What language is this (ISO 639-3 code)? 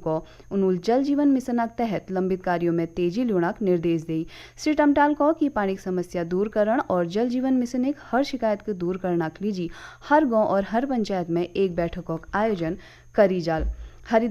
gbm